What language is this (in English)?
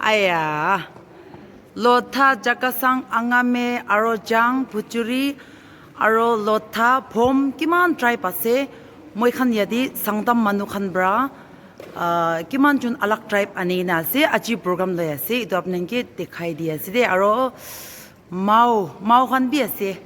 Naga Pidgin